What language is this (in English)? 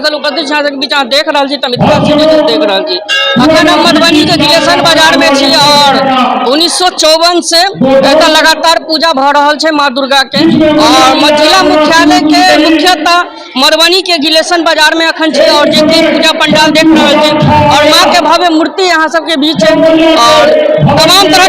Maithili